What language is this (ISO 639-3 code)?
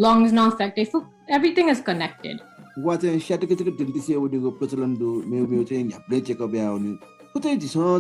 new